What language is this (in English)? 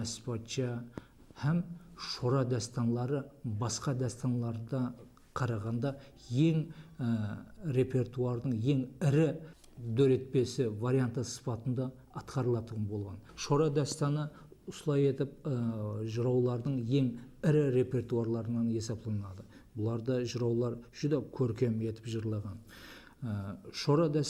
Kara-Kalpak